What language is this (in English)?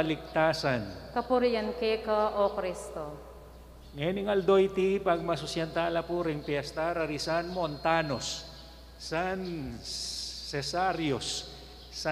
Pampanga